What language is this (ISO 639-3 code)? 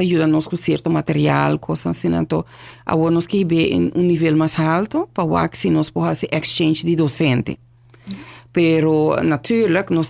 pap